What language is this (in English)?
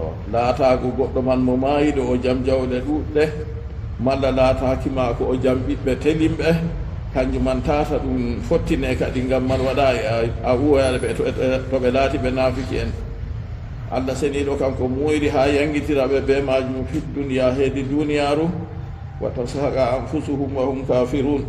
Fula